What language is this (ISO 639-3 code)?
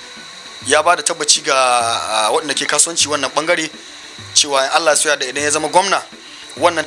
hau